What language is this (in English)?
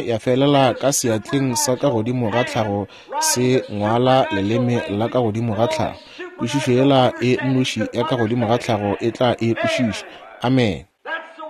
Northern Sotho